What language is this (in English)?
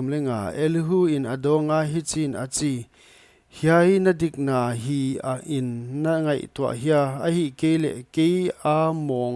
Paite Chin